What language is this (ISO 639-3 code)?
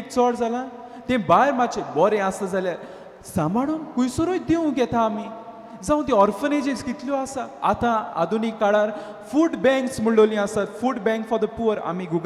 kok